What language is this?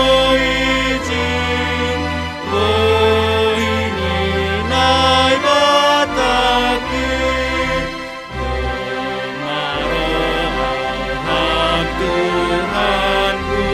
Batak Simalungun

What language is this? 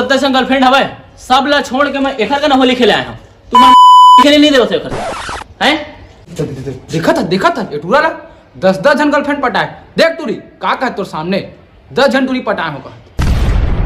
Chhattisgarhi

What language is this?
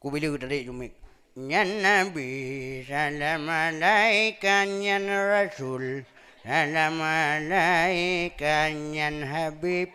Achinese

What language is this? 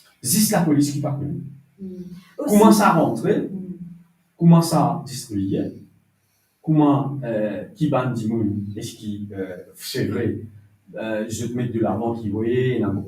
Morisyen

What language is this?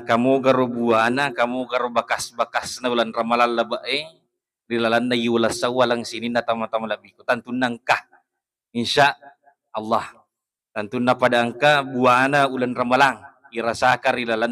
Buginese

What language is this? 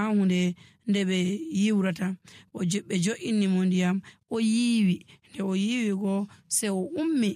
Nigerian Fulfulde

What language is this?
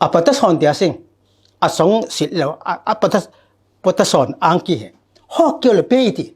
Falam Chin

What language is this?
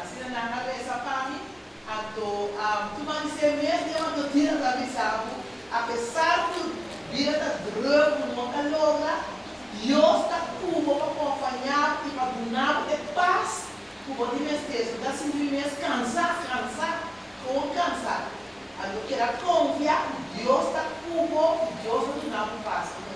Papiamento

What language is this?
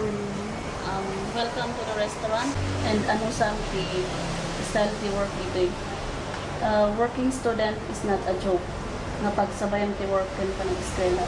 Kankanaey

